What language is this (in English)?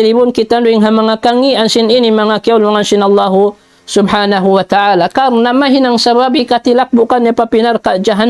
Tausug